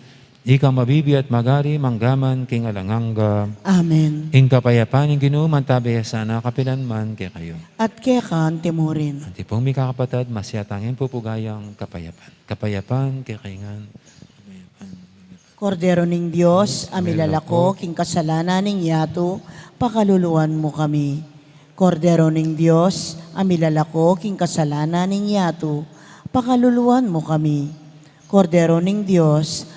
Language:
Pampanga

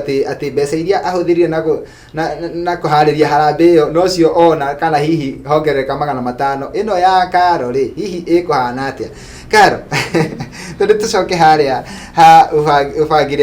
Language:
Kikuyu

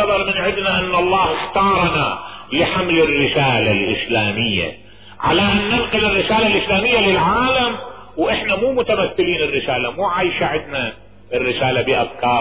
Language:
Mesopotamian Arabic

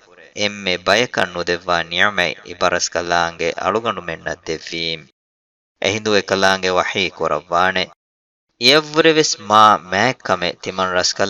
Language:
Divehi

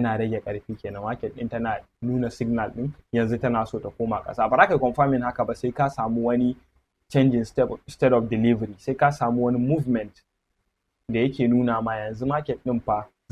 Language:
Hausa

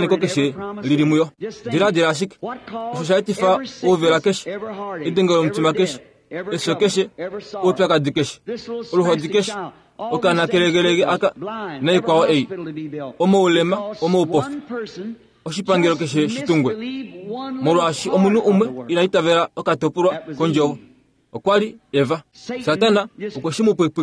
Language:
Kuanyama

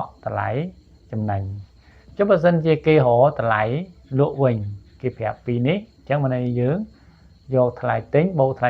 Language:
Khmer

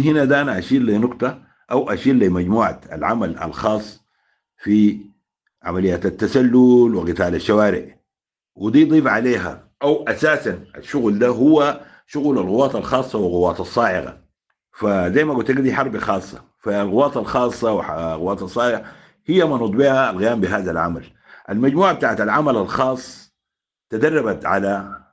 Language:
Sudanese Arabic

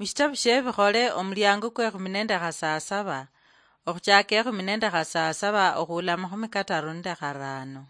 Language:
Luyia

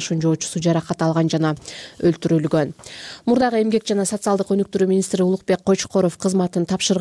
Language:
Kyrgyz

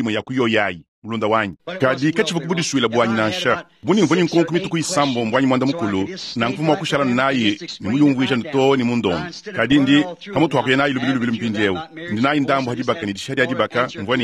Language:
Luba-Lulua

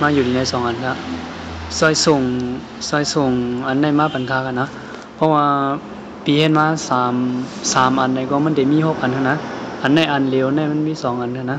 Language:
Shan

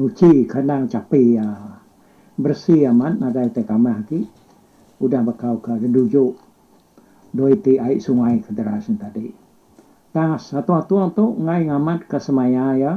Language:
Iban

